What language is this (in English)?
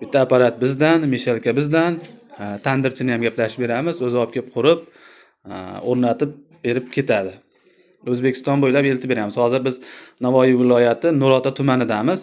Uzbek